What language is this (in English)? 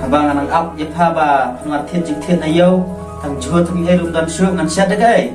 Khasi